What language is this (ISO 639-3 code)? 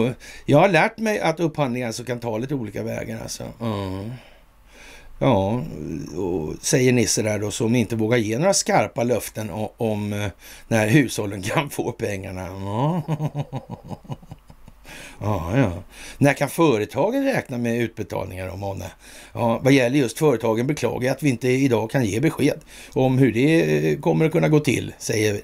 swe